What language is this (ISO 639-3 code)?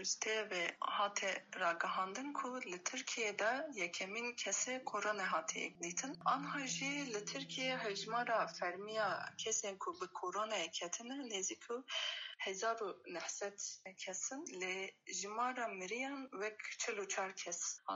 kur